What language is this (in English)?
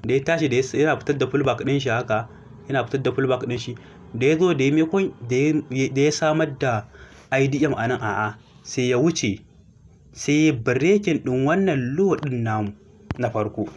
Hausa